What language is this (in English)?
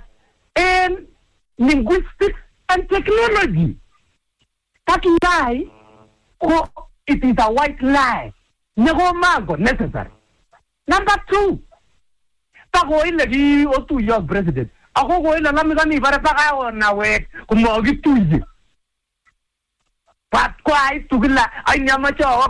Swahili